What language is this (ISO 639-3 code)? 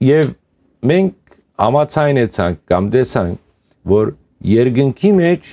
hyw